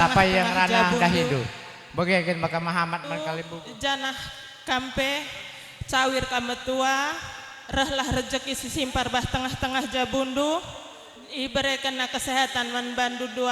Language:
Batak Karo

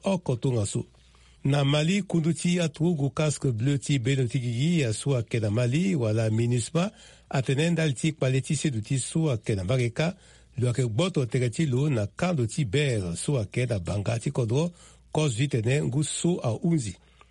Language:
Sango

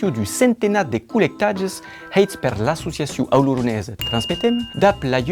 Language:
Occitan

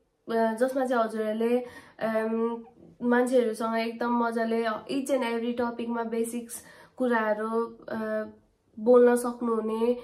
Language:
Nepali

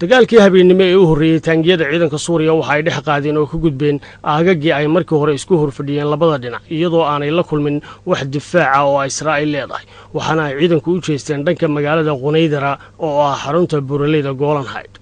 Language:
Somali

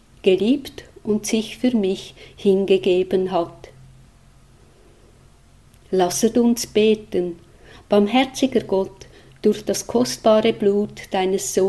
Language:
German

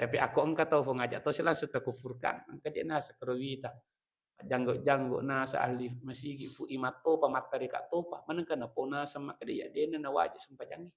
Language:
Buginese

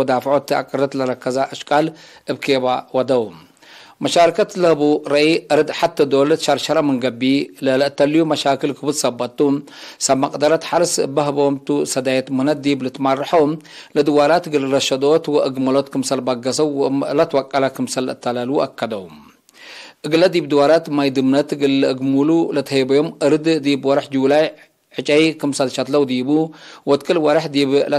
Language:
Tigre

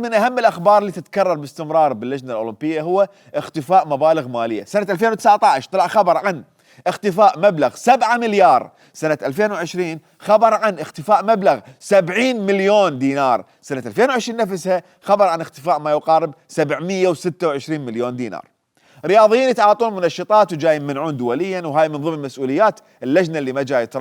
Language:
Mesopotamian Arabic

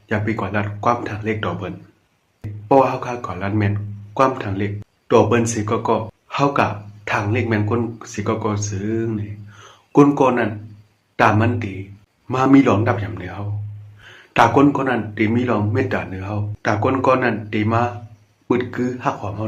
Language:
Shan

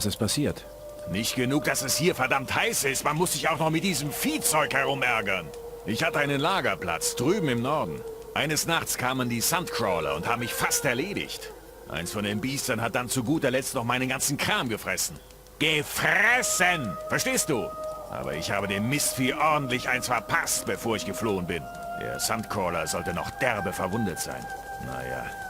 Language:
Bavarian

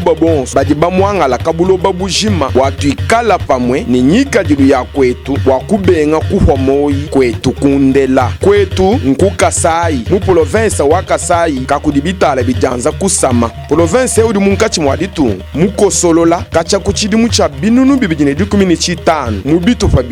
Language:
Luba-Lulua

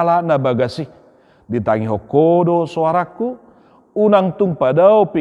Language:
Batak Toba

